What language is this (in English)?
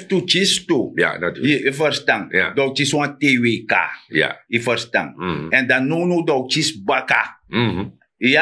Sranan Tongo